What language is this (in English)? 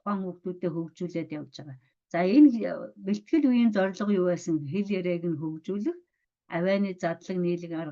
Mongolian